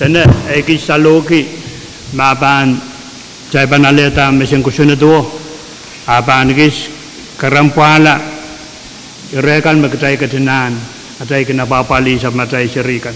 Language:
Pohnpeian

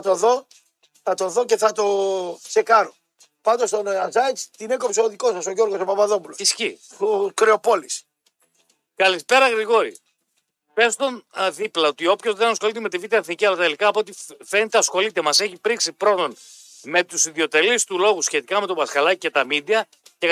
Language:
Greek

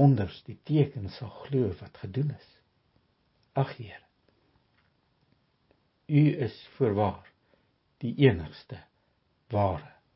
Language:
Afrikaans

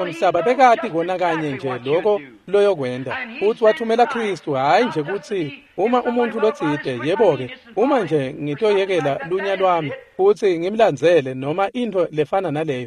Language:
Swati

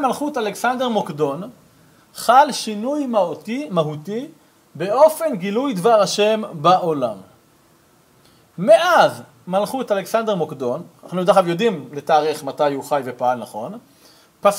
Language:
Hebrew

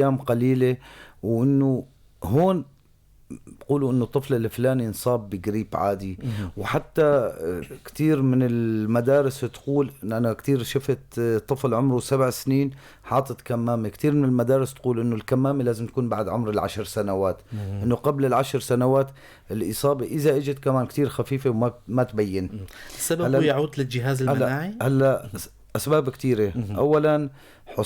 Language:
North Levantine Arabic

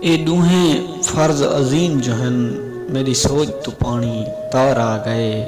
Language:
Saraiki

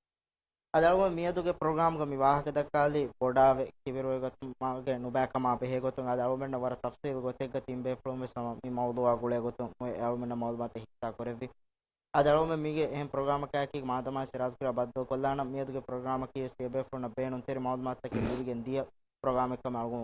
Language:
Divehi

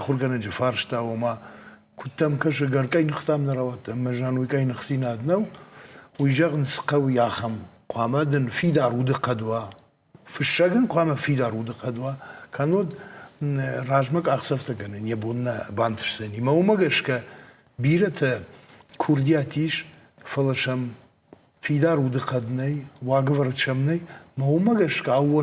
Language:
Ossetic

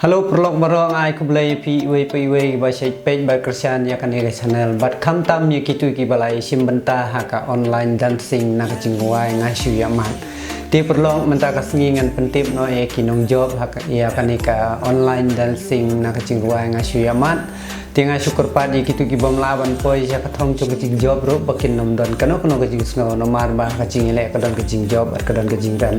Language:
Khasi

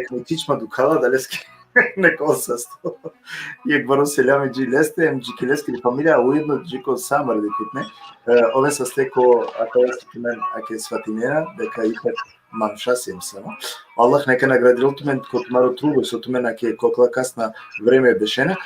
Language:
Balkan Romani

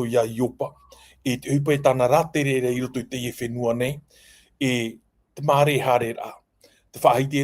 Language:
Tahitian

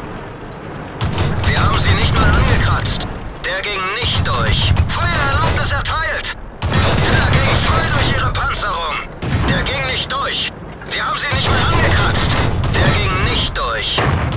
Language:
German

